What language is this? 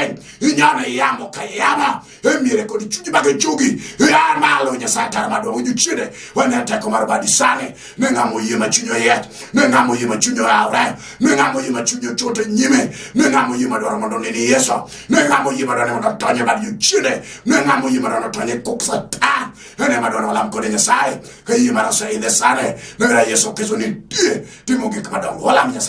Luo (Kenya and Tanzania)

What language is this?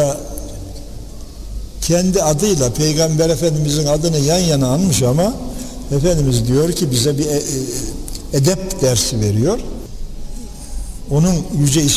Turkish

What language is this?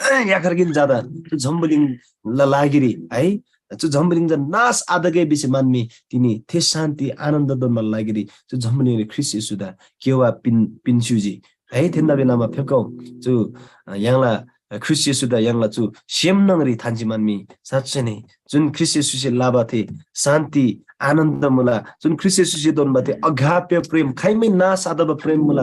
Eastern Tamang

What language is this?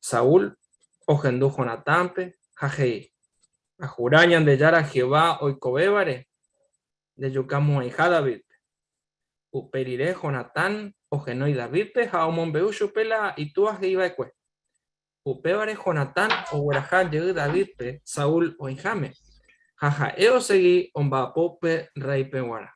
Guarani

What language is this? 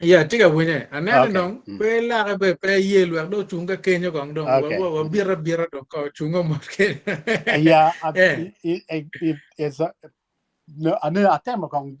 Acoli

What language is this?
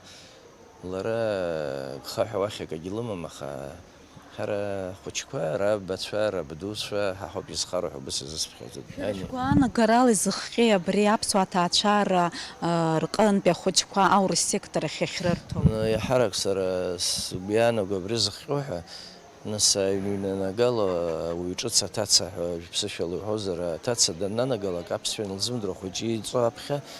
Abkhazian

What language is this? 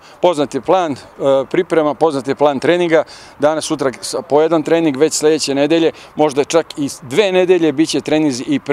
Serbian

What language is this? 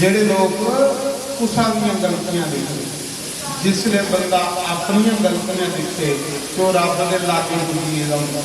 Dogri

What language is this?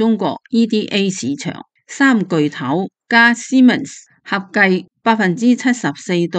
Cantonese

